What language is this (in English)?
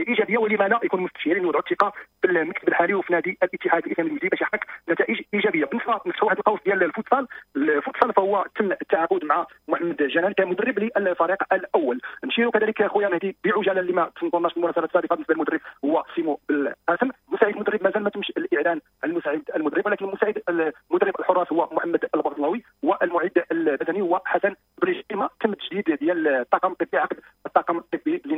Moroccan Arabic